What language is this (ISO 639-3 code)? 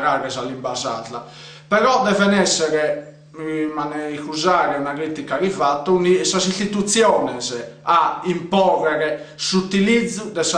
srd